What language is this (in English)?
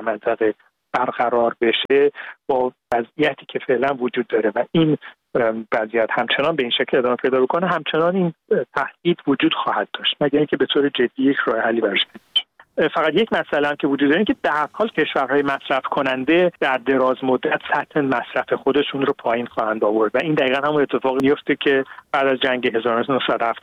Persian